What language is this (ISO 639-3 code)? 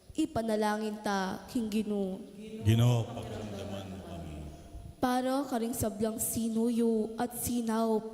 pam